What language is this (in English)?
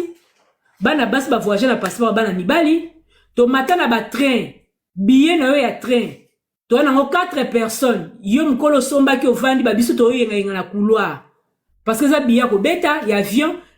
Lingala